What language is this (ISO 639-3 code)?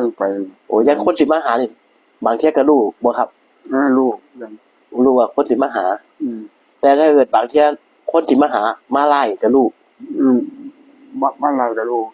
tts